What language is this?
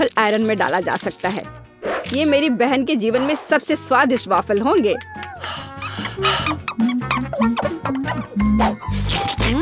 Hindi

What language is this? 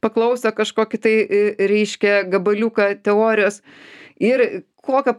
Lithuanian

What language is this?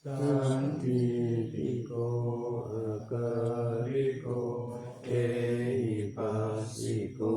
Pali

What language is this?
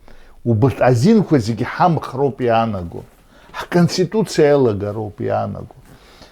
Abkhazian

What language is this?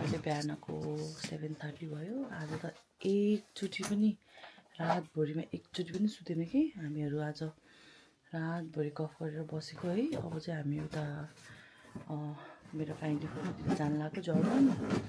Nepali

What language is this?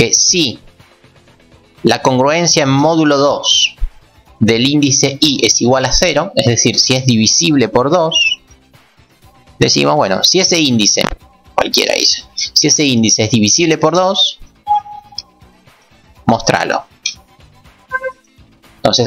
Spanish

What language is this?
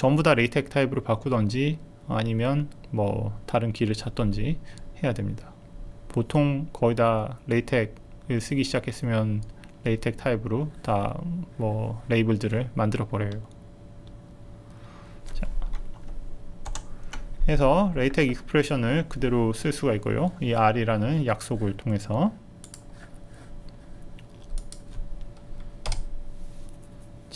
Korean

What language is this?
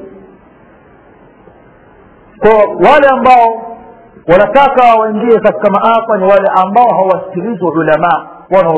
Swahili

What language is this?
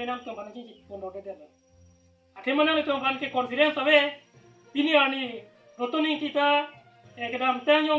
Karbi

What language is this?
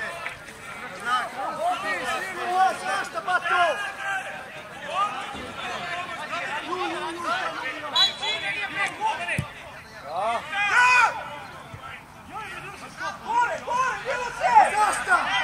Serbian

